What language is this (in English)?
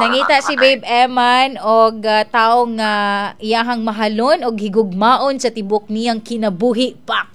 Cebuano